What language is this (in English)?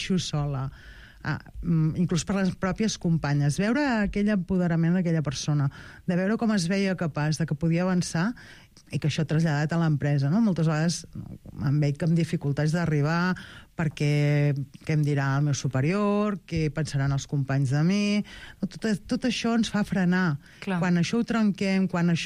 Catalan